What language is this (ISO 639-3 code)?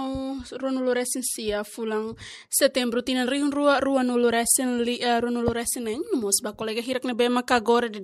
tet